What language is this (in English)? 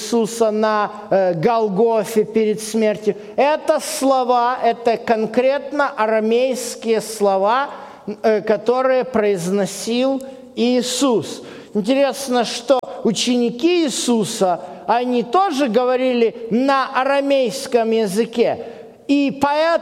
Russian